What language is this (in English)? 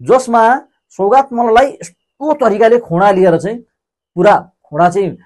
Nepali